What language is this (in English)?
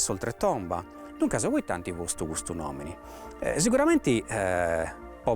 Sardinian